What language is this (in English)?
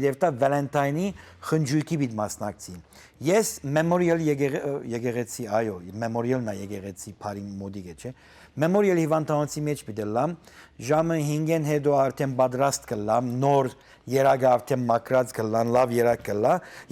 Western Armenian